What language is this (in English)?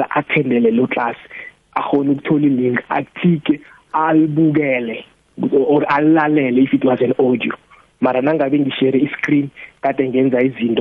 South Ndebele